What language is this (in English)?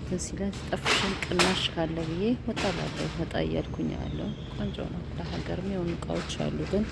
Amharic